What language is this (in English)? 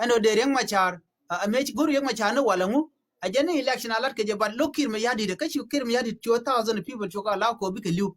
Nuer